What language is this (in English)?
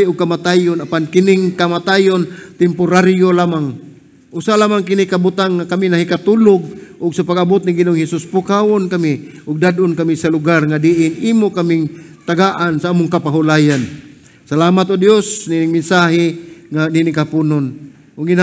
Cebuano